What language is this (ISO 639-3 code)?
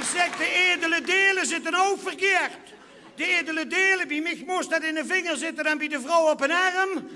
lim